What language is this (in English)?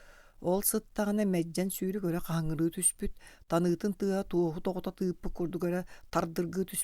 Yakut